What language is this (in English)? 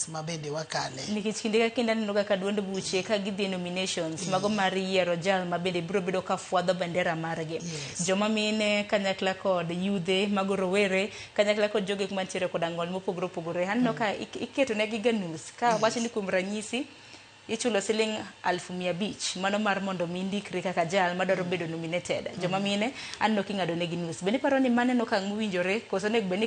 Luo (Kenya and Tanzania)